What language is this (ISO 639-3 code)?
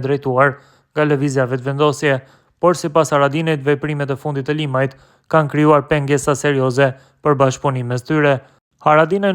sqi